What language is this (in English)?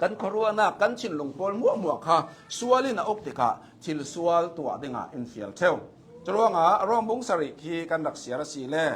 Hakha Chin